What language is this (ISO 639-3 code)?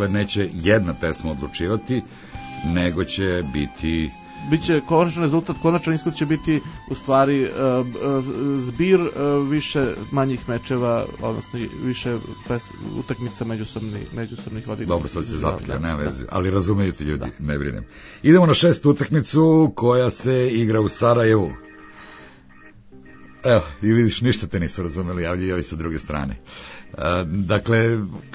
srp